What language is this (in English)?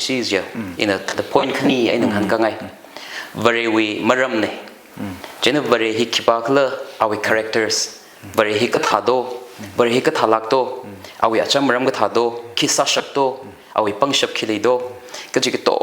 Tangkhul Naga (India)